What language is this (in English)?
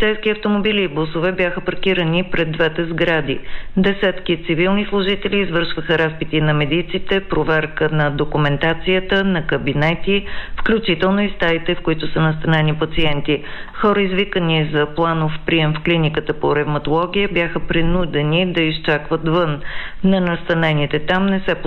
Bulgarian